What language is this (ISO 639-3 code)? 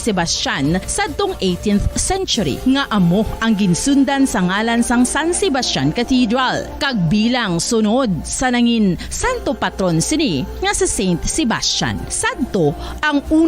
hil